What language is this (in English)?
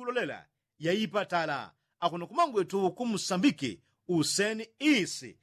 Yao